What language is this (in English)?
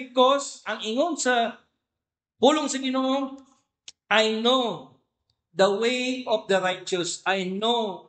Cebuano